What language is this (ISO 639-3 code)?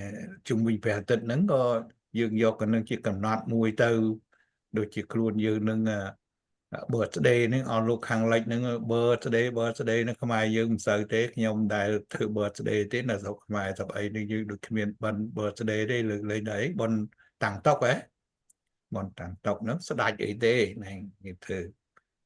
khm